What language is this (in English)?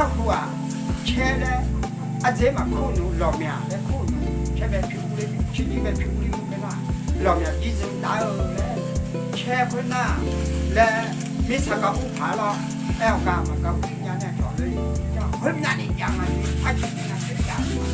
Akha